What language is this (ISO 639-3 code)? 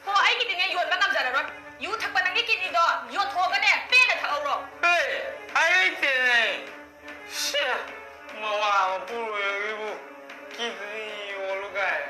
mni